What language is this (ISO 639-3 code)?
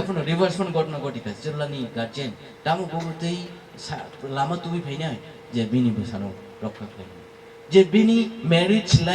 trp